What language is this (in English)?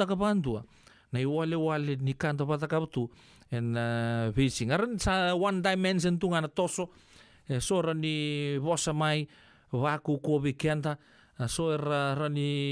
Fijian